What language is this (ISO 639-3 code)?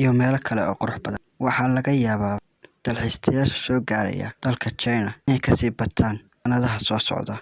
som